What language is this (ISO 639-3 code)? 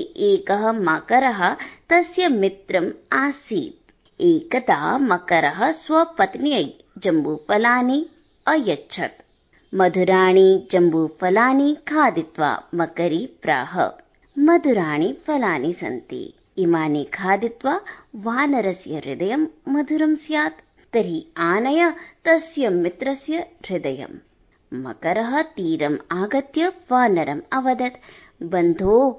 san